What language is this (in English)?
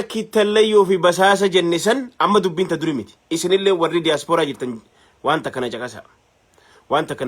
Oromo